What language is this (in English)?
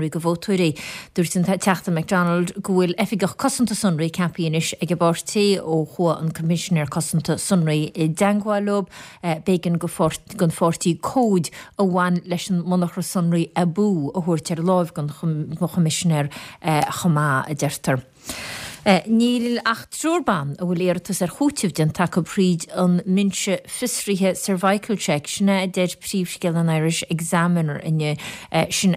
Irish